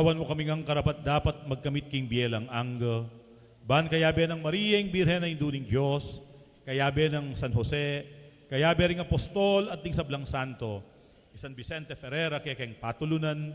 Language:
Pampanga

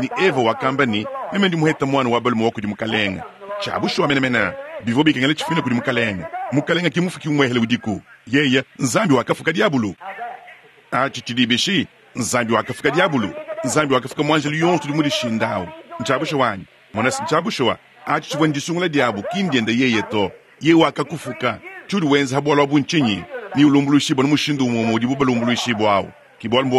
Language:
Luba-Lulua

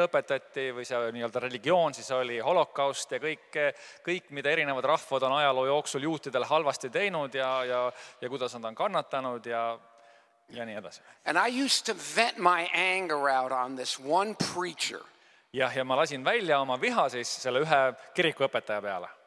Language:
Estonian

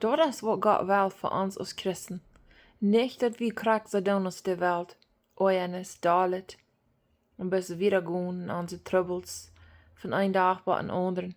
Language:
Plautdietsch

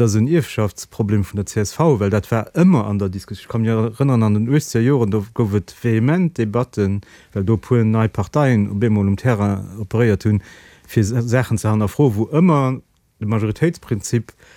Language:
Luxembourgish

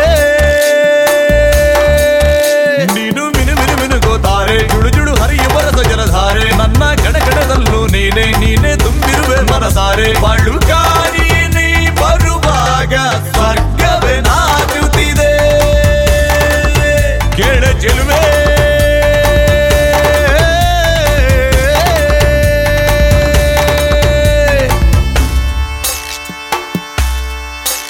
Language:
Kannada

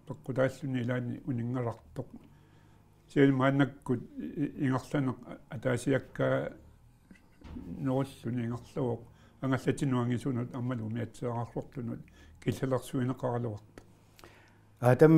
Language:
Kalaallisut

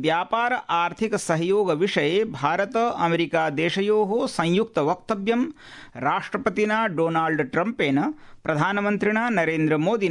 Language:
Sanskrit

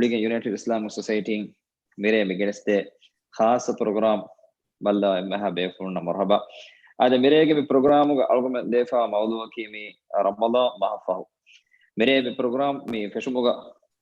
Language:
Divehi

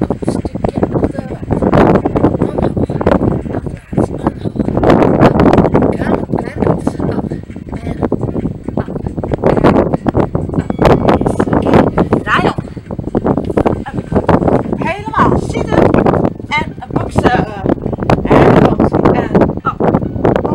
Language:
Dutch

